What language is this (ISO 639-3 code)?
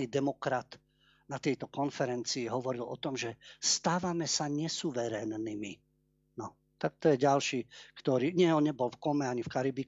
slk